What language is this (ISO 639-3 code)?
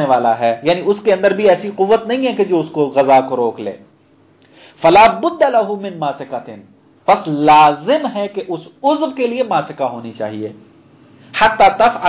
urd